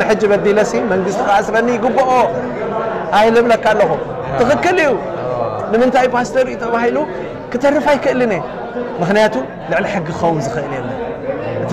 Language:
Tigrinya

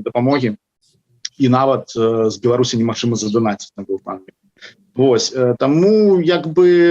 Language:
Belarusian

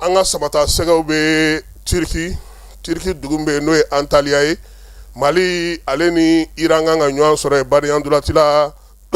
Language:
Bambara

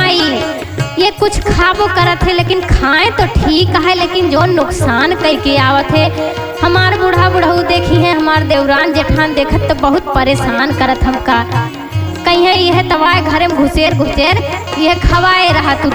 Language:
Awadhi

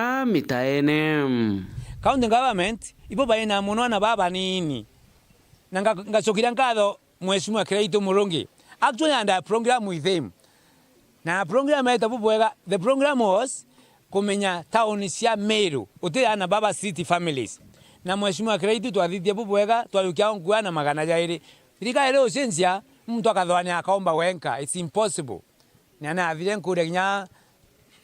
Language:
Meru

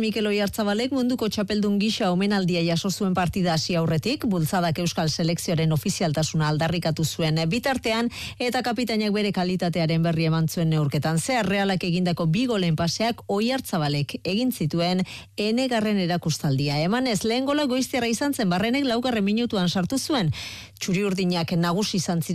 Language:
Basque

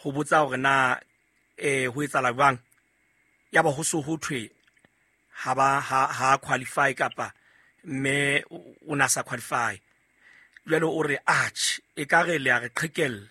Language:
Southern Sotho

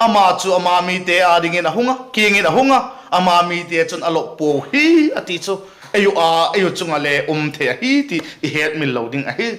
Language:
Vaiphei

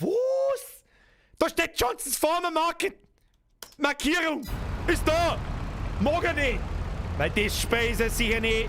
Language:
Bavarian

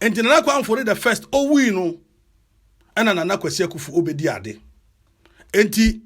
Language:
Akan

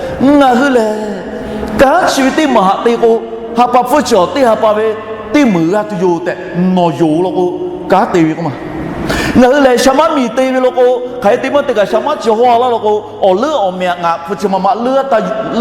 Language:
Lahu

